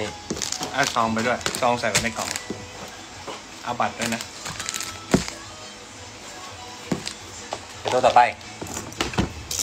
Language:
Thai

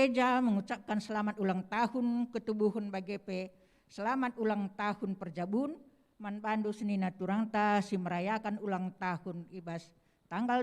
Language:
Batak Karo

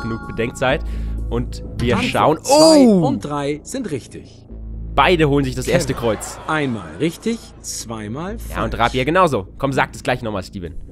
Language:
German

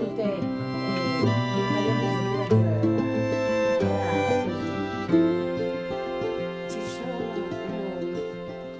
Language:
Italian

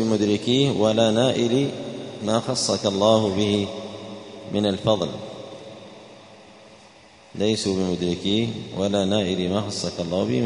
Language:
Arabic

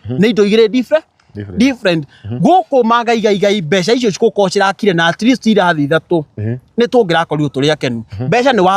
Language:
Kikuyu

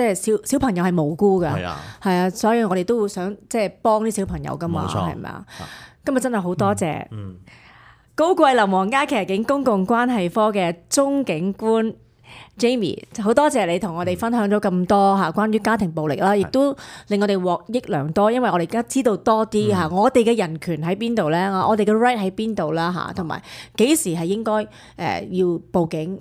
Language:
Cantonese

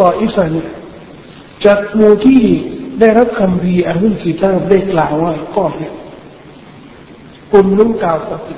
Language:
Thai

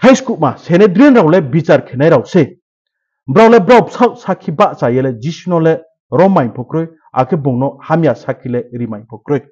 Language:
Riang (India)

